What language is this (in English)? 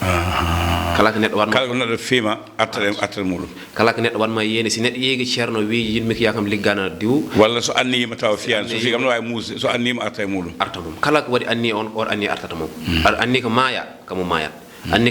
Fula